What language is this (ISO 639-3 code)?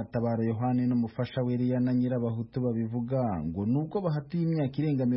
kin